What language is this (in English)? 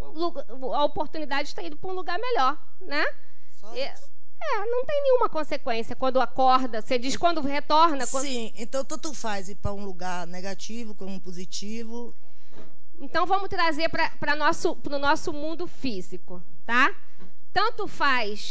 Portuguese